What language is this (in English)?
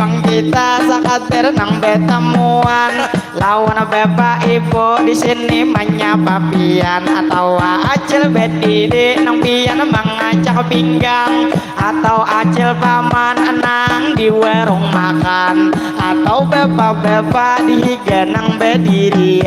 Banjar